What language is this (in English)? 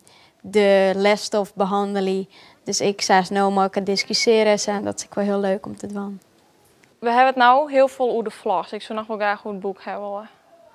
Western Frisian